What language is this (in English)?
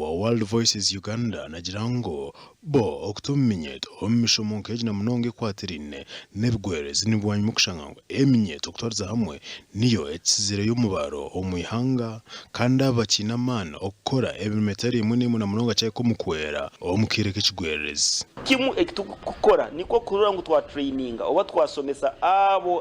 Nyankole